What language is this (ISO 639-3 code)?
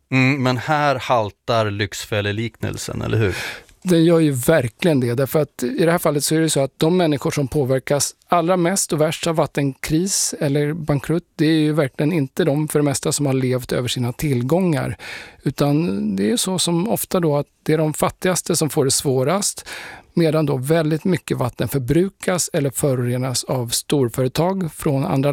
swe